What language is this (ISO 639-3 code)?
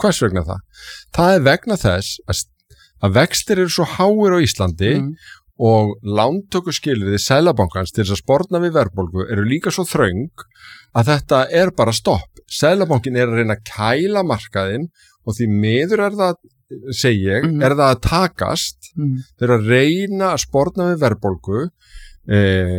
isl